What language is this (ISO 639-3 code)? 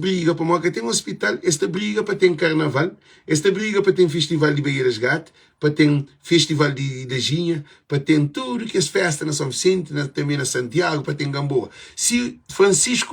kea